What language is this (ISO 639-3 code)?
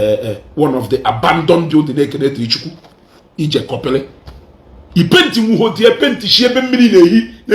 ibo